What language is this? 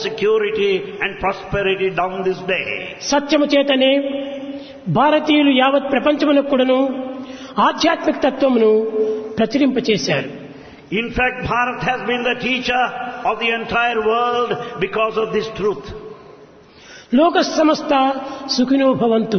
Telugu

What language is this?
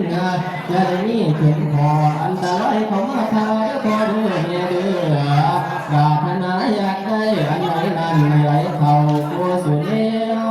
Northeastern Thai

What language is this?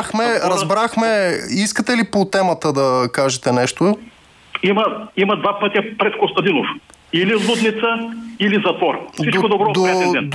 Bulgarian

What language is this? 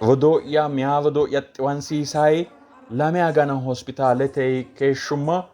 Sidamo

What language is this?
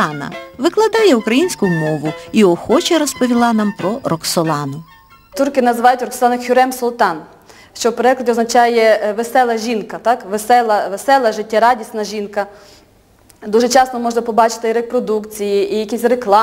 Ukrainian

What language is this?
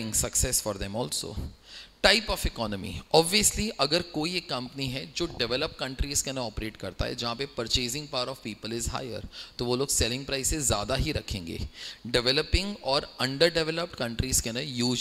Hindi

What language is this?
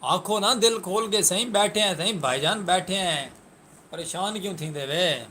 Saraiki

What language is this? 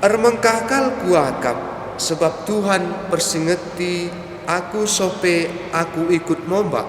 Batak Karo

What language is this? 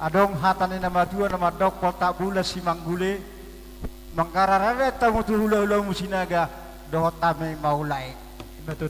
Batak Toba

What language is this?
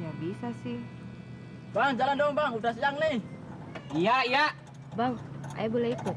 Betawi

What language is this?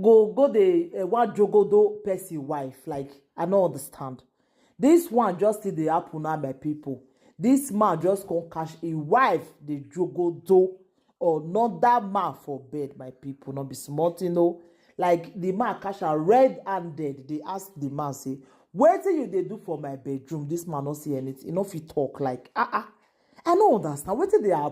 Nigerian Pidgin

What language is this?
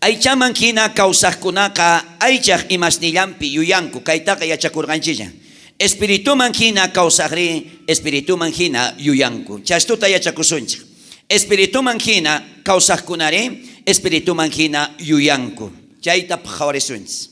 South Bolivian Quechua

